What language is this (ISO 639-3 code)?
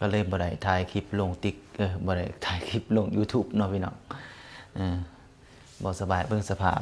lao